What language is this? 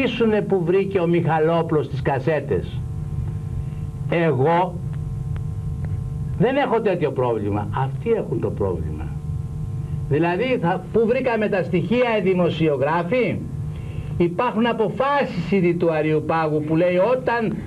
Greek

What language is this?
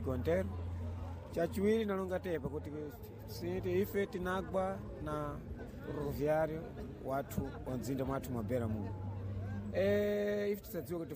Sena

